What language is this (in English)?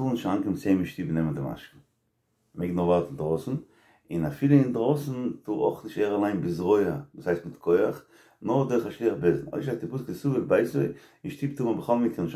Yiddish